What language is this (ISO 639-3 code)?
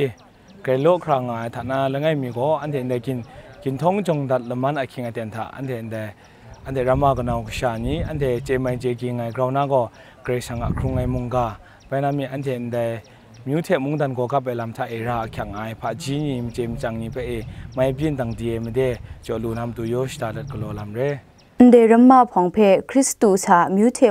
kac